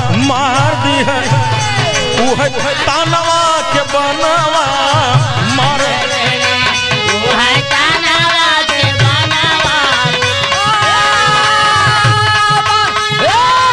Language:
Bhojpuri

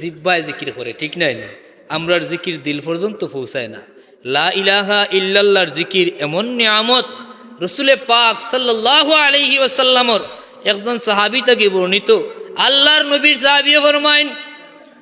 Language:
Sylheti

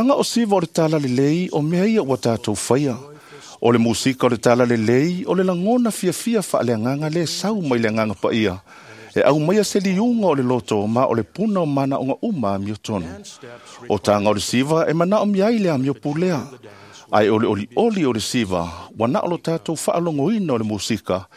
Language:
Samoan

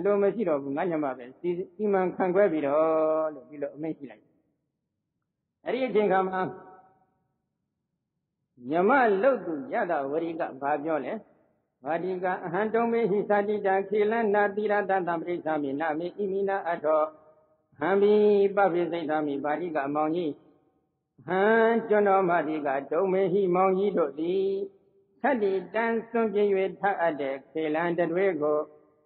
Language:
Burmese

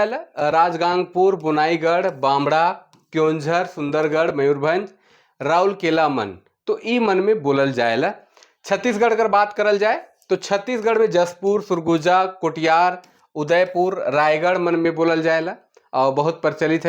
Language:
Sadri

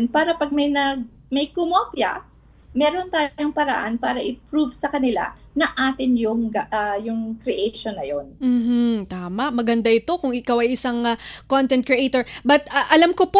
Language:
Filipino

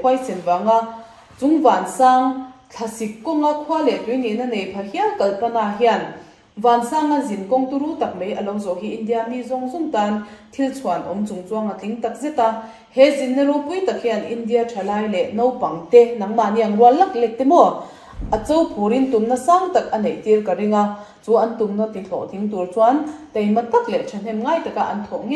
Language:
Mizo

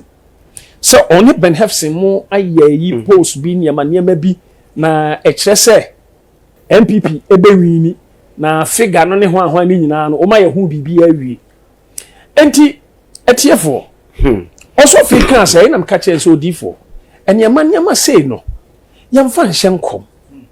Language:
Akan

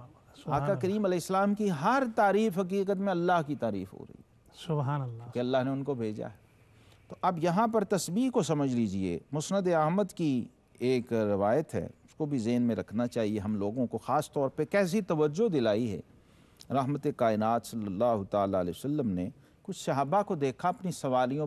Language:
Urdu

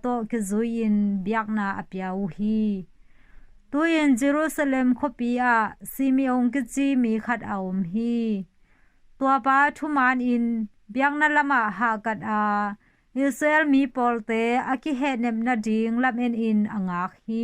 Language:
Tedim Chin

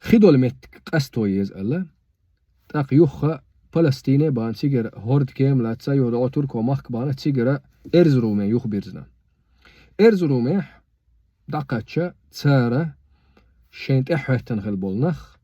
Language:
Chechen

